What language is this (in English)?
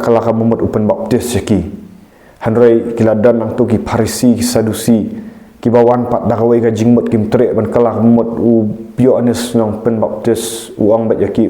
Khasi